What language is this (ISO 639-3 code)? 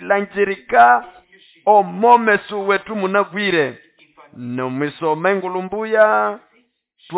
nnb